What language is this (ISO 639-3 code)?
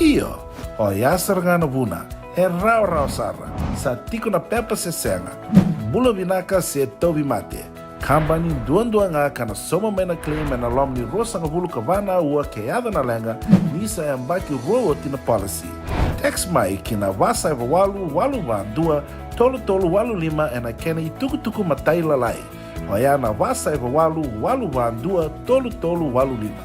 fij